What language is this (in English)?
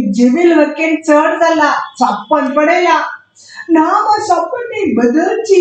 Konkani